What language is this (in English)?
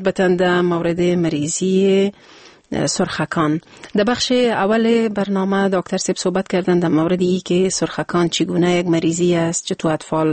Persian